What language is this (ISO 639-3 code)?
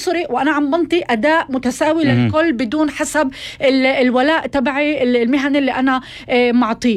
apc